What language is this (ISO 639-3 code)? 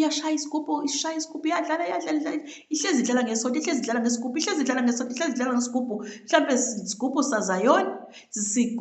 zul